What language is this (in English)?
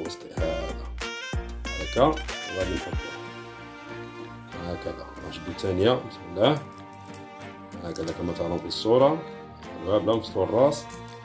Moroccan Arabic